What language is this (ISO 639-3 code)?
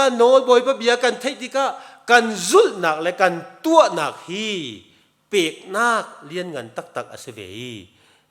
cnh